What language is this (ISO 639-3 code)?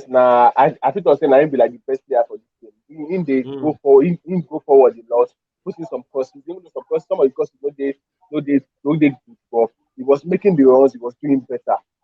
pcm